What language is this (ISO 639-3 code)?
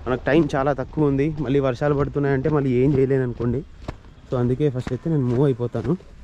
tel